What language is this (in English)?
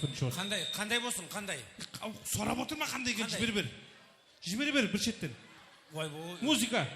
Kara-Kalpak